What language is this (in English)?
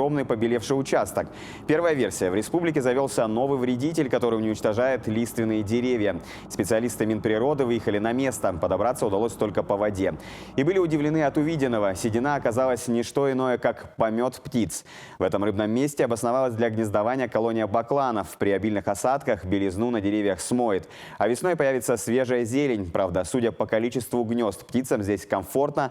Khakas